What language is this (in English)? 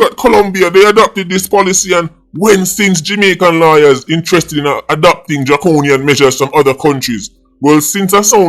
Jamaican Creole English